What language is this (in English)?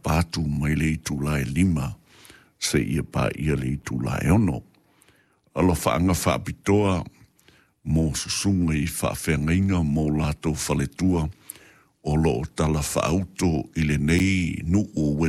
Samoan